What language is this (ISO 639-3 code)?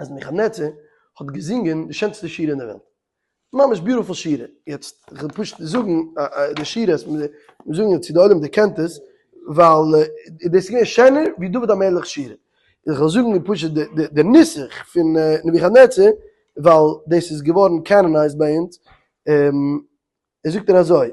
yid